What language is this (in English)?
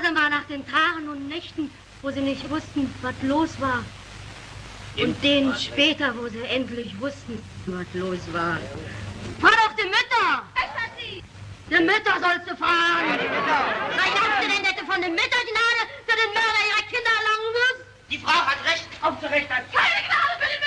German